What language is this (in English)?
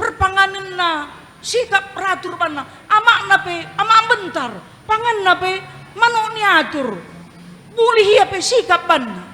Batak Karo